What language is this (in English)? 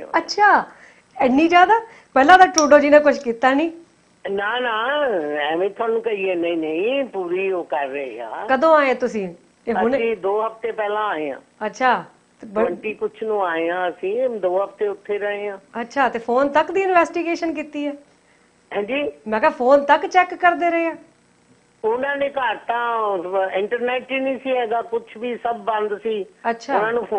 Punjabi